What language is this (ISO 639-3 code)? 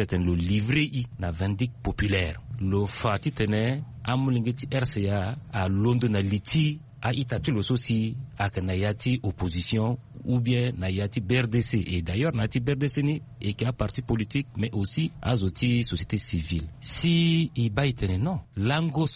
sag